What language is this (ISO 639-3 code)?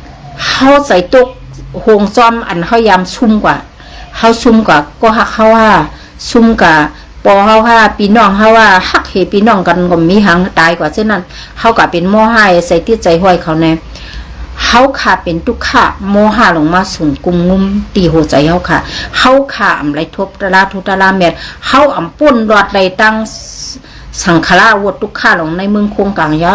shn